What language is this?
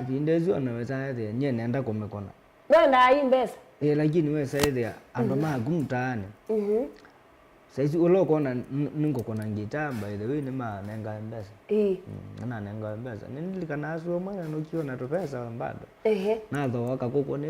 Kamba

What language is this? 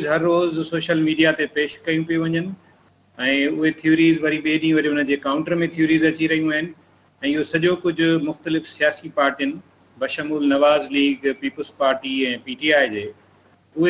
Sindhi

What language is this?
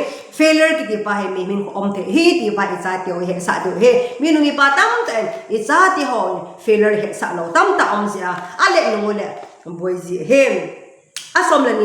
Thado Chin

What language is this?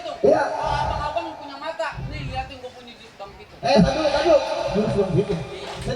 Betawi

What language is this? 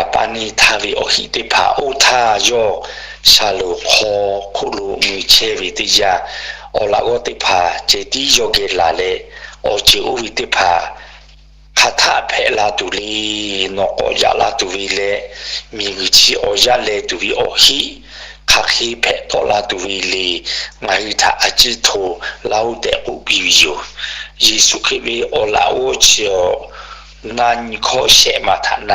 Lahu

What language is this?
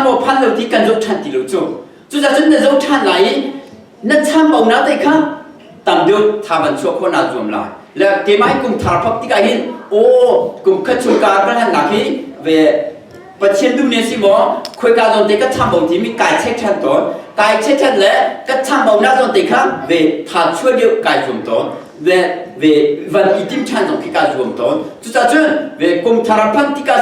Hakha Chin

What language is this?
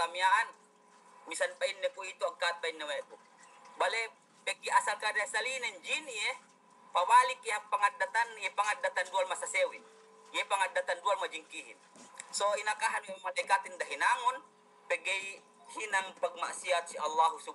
Yakan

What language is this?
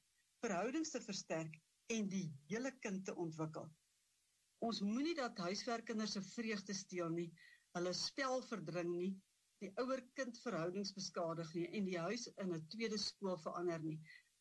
Afrikaans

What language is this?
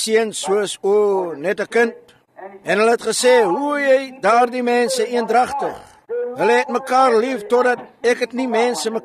Afrikaans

